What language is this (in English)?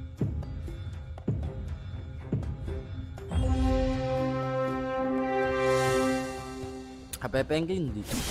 Indonesian